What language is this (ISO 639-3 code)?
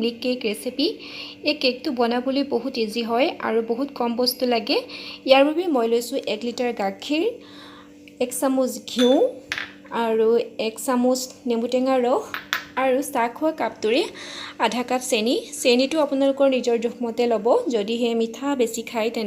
asm